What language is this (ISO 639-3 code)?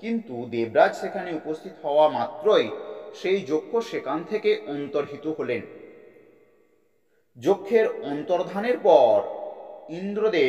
ben